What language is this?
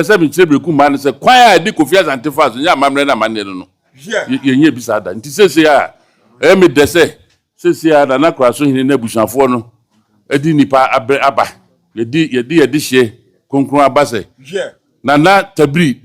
Akan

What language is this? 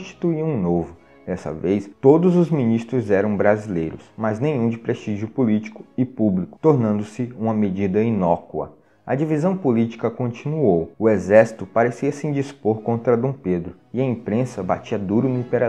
Portuguese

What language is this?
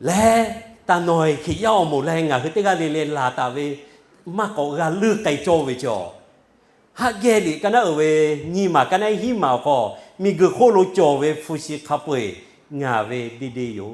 Lahu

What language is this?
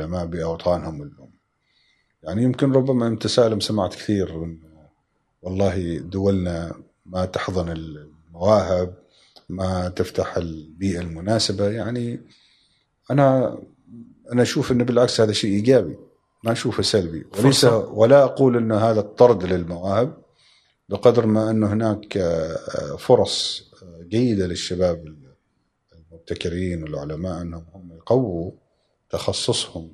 Gulf Arabic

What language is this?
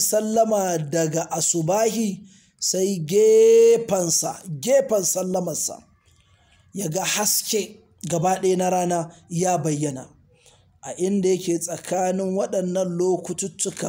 Hausa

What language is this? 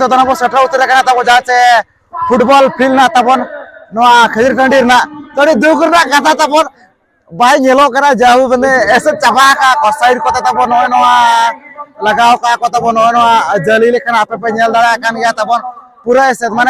Santali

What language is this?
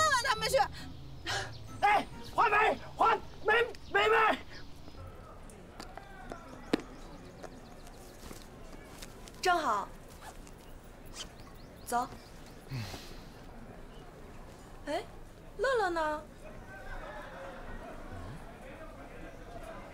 Chinese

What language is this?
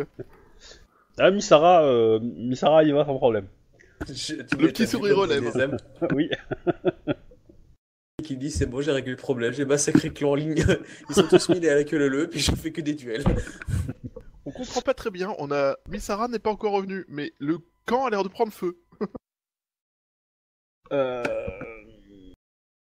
French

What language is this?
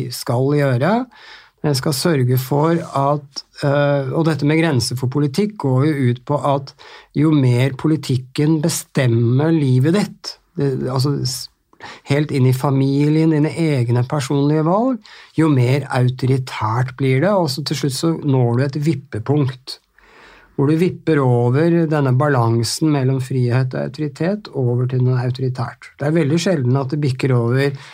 Norwegian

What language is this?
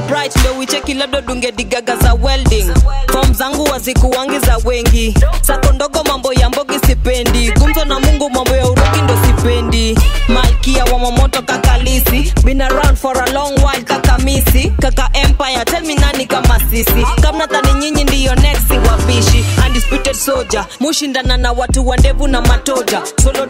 Swahili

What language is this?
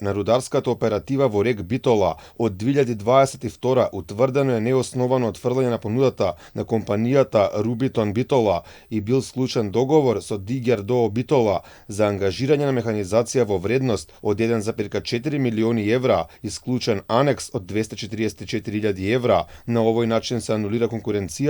Macedonian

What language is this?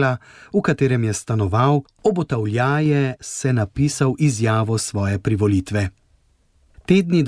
Slovenian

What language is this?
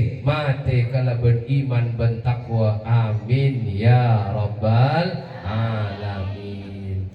Madurese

